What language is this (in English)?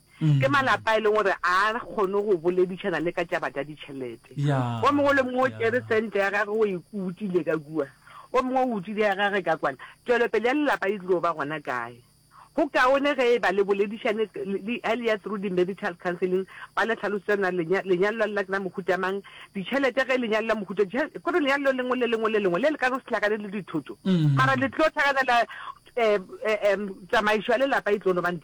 Northern Sotho